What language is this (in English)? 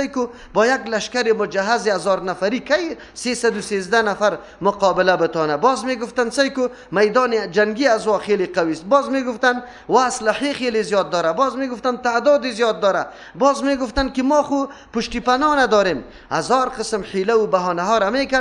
Persian